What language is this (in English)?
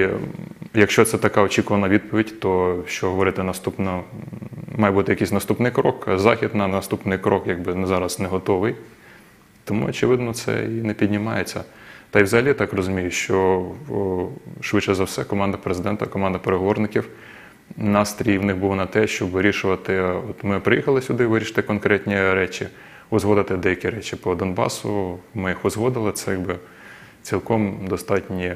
Ukrainian